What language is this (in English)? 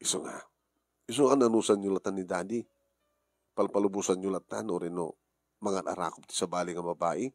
Iloko